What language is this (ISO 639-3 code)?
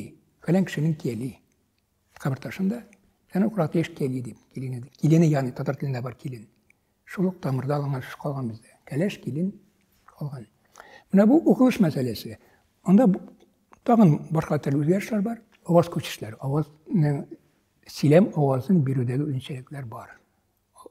tat